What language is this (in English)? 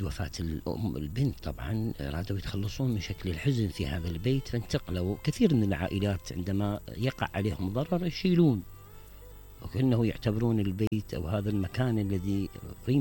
Mesopotamian Arabic